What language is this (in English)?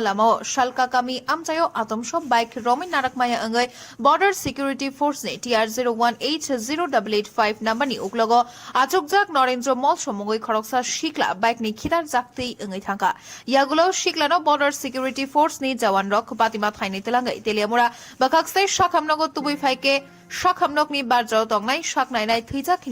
Kok Borok